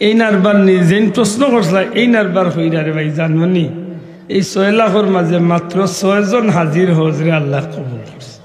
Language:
Sylheti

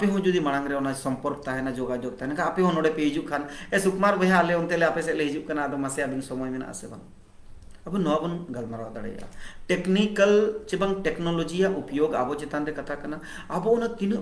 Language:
Santali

